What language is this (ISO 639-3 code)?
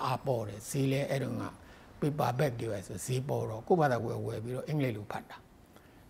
mya